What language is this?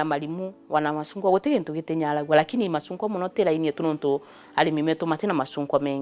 Meru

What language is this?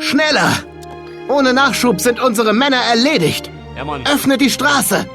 Bavarian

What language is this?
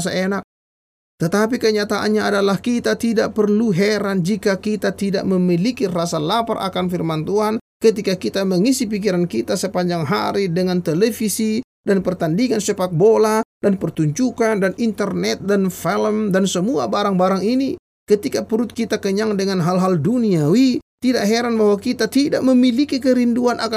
Indonesian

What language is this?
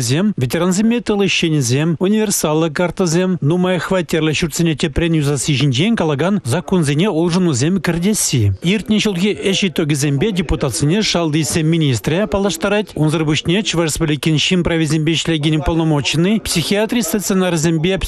Chuvash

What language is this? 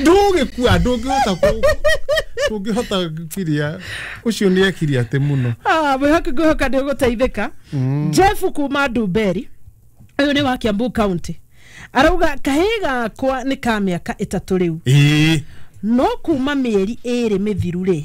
Kikuyu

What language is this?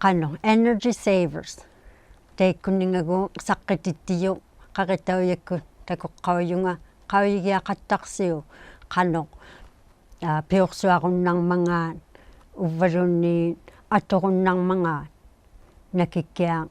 Inuktitut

